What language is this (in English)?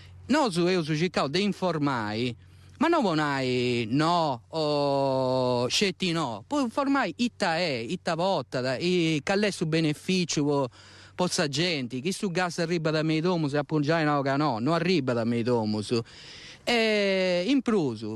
Sardinian